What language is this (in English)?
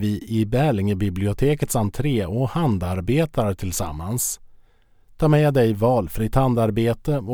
Swedish